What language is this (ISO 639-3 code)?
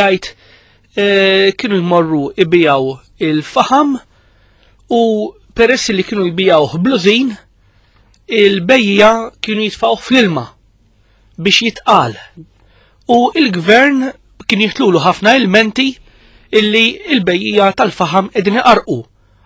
mlt